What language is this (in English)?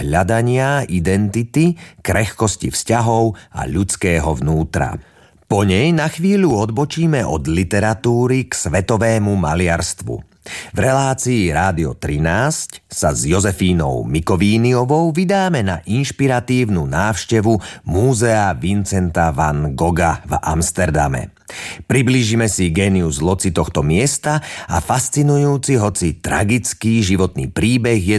Slovak